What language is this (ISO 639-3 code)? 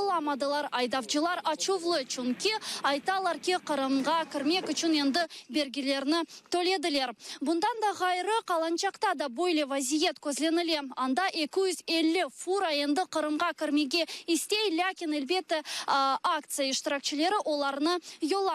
crh